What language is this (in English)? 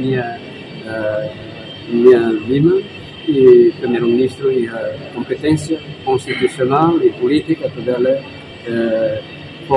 Tetum